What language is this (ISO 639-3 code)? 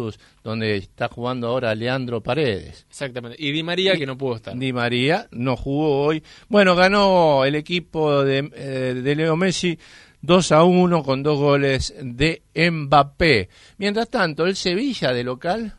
spa